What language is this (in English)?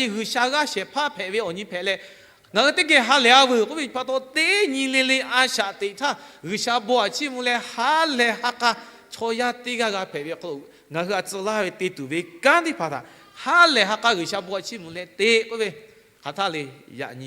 Lahu